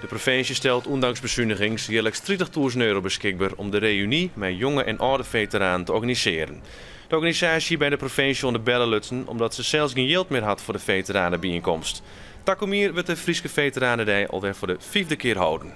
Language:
Western Frisian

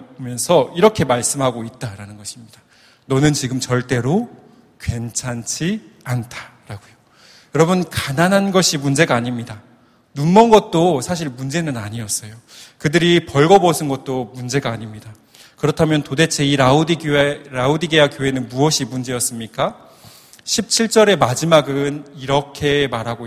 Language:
Korean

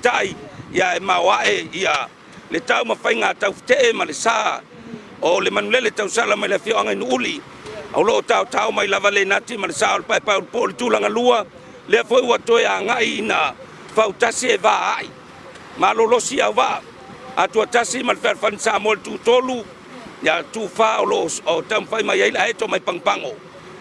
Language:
Samoan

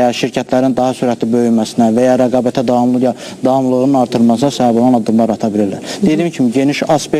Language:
Azerbaijani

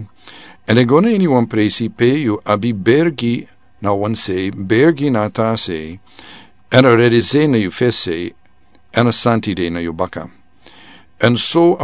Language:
Sranan Tongo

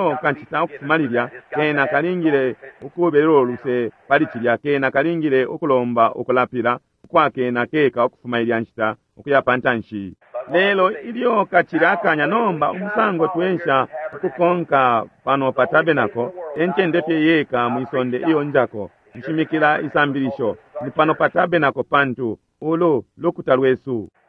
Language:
Bemba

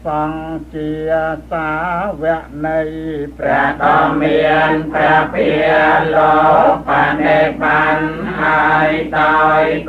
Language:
Khmer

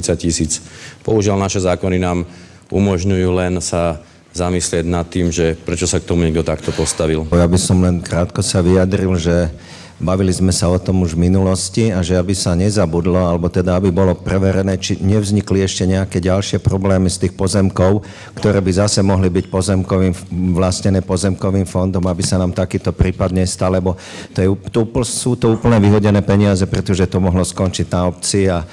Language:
Slovak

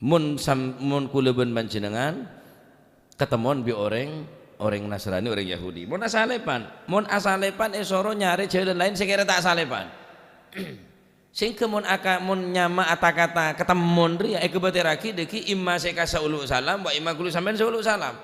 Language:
Madurese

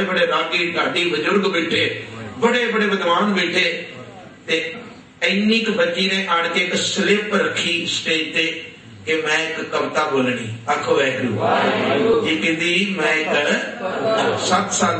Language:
Punjabi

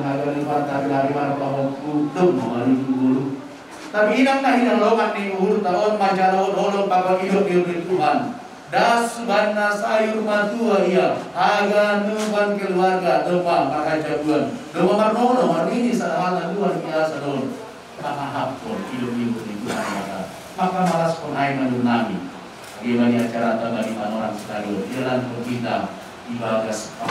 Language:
Batak Simalungun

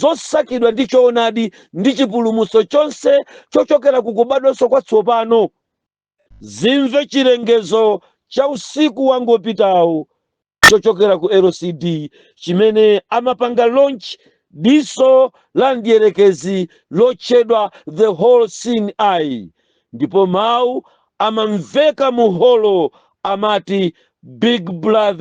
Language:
Nyanja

